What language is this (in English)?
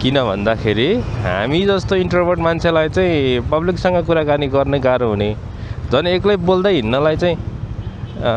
Nepali